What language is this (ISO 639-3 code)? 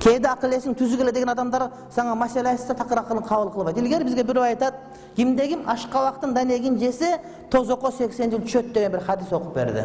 kir